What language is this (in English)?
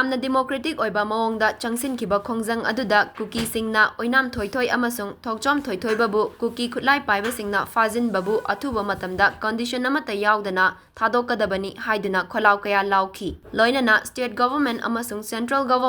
Manipuri